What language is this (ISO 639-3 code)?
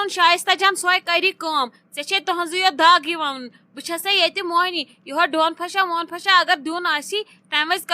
kas